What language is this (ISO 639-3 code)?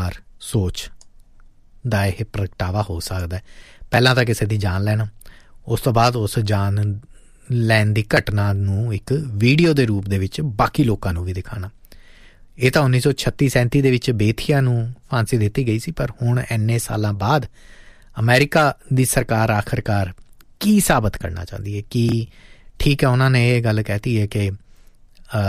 pan